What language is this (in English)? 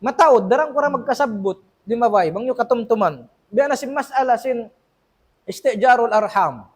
Tausug